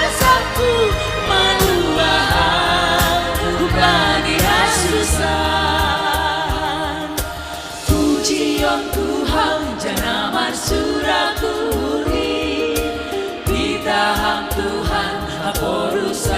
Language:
Batak Simalungun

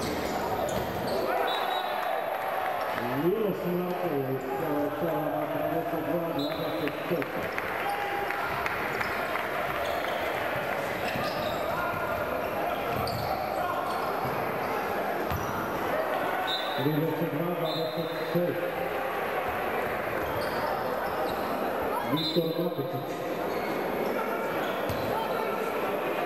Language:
Serbian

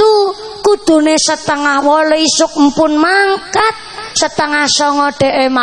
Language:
Javanese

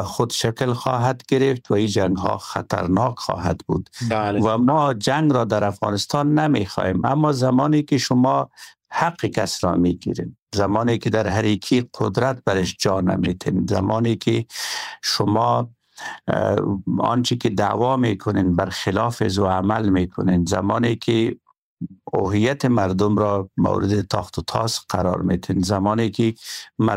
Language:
Persian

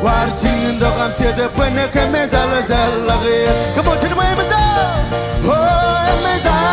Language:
Marshallese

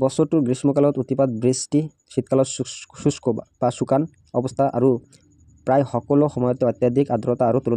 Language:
Assamese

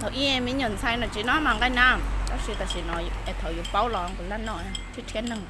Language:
Hmong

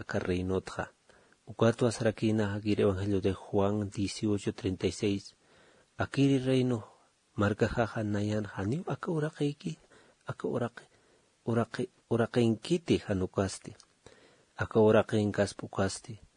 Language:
Aymara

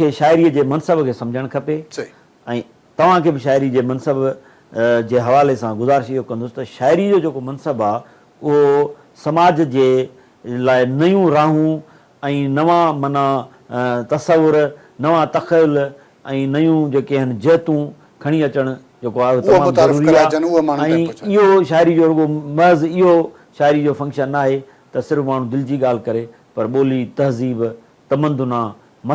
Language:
Sindhi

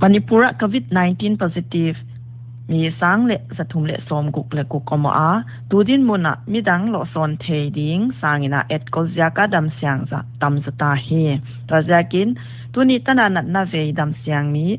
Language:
Paite Chin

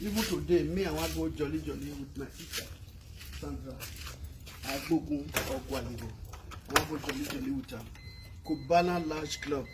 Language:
Nigerian Pidgin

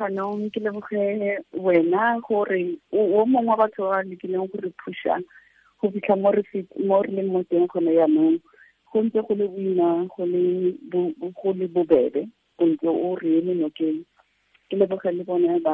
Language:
Tswana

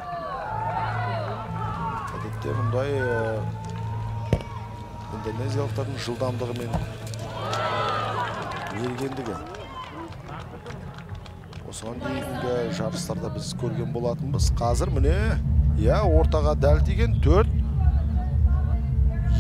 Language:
Kazakh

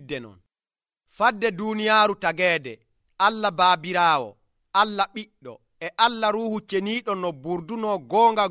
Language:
Nigerian Fulfulde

